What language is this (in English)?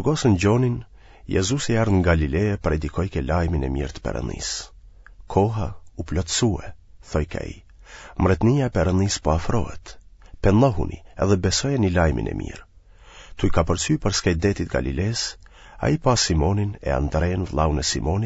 Albanian